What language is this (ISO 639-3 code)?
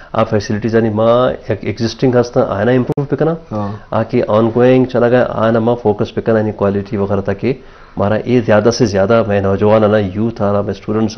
bal